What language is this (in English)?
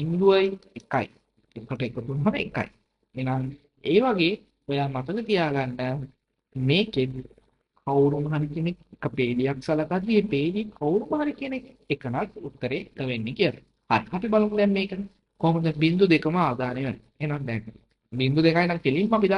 Sinhala